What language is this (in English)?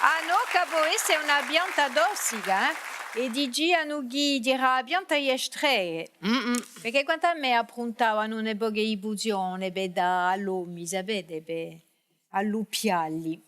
Corsican